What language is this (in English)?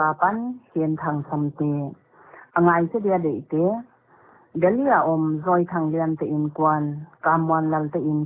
Paite Chin